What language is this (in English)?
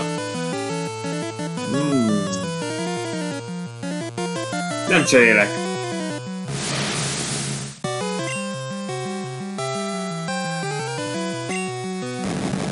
Hungarian